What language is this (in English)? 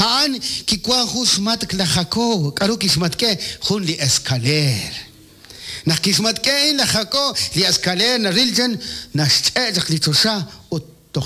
Kekchí